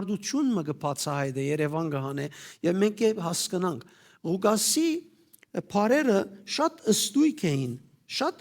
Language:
Western Armenian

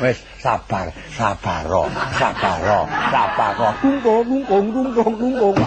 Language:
Javanese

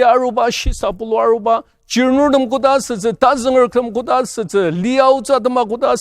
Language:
Ao Naga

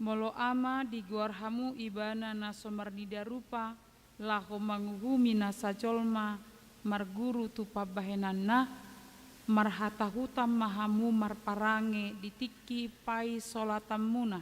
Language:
Batak Toba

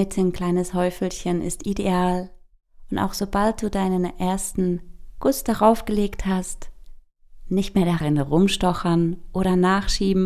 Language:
Swiss German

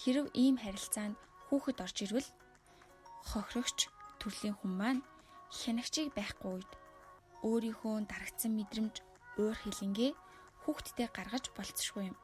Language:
Mongolian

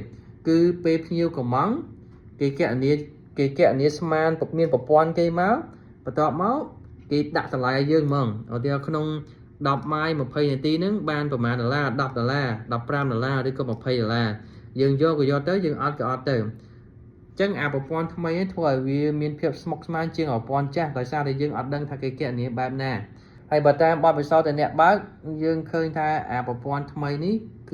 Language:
Khmer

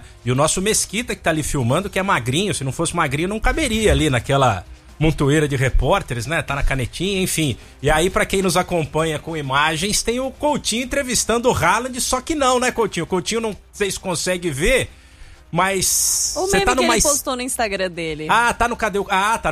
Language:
Portuguese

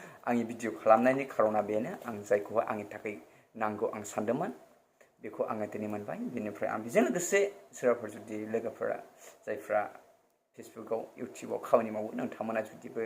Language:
Bodo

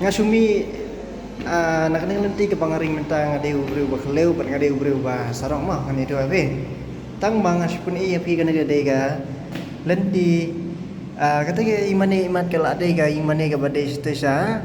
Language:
Khasi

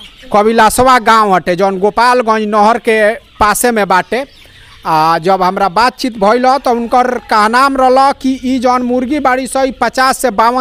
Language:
Bhojpuri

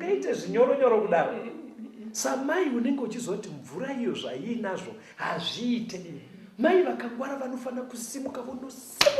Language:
Shona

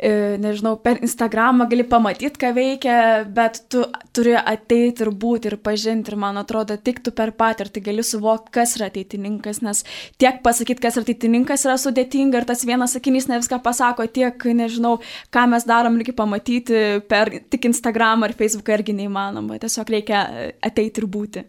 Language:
Lithuanian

